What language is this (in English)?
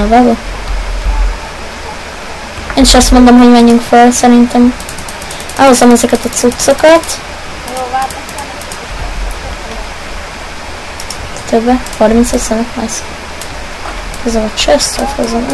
Hungarian